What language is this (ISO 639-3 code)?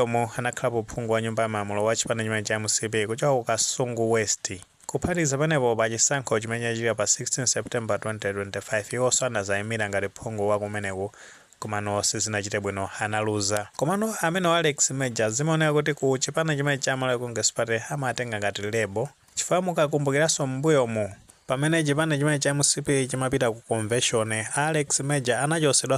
nya